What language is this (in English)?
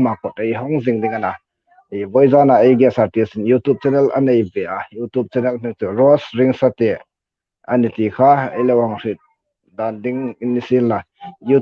Hmar